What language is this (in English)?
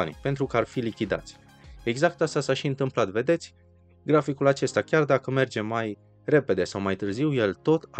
Romanian